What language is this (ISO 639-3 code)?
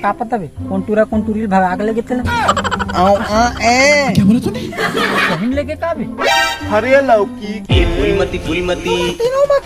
hne